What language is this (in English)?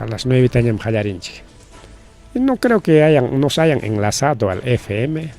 Ayacucho Quechua